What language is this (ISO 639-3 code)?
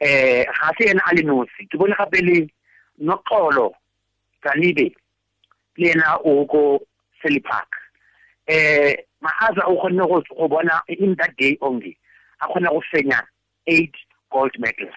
tsn